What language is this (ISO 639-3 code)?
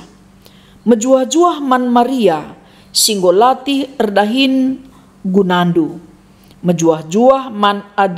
btx